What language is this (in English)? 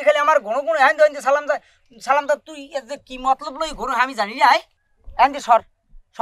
Bangla